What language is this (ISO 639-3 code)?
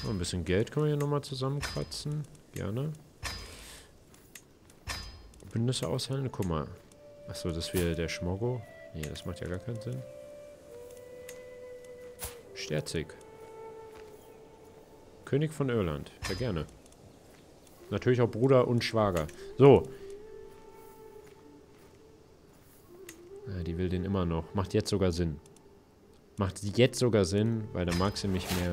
deu